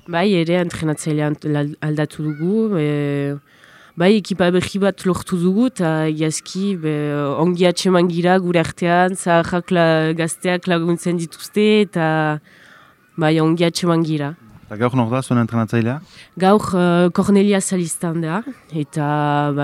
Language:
Basque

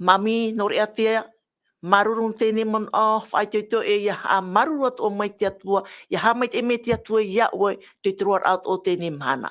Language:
Tahitian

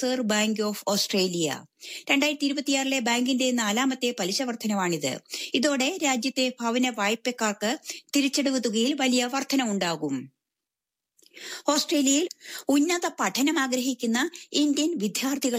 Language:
Malayalam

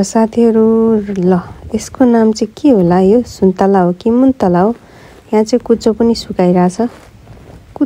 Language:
Nepali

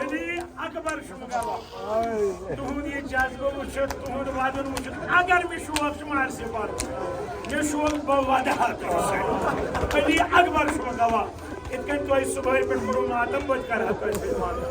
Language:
Kashmiri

